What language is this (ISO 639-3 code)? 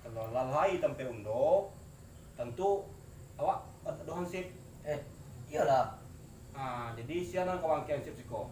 min